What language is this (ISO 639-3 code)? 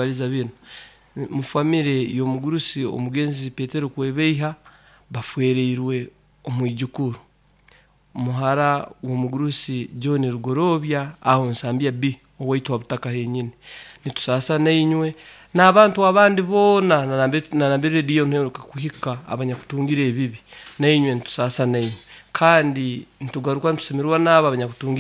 nyo